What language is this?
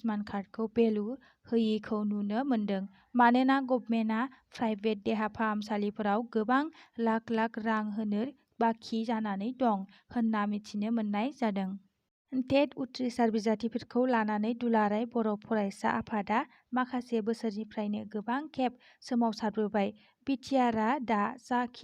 Bodo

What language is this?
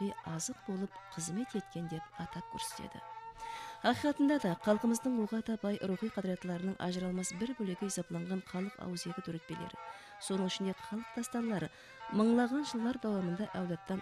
Kara-Kalpak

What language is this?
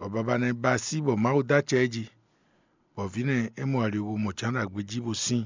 Fon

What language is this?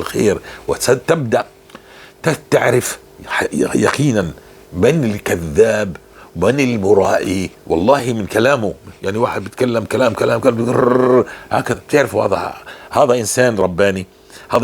North Levantine Arabic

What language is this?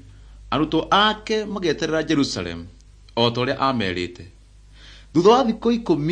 Kikuyu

